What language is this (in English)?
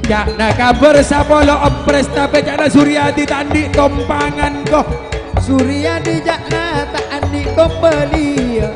Madurese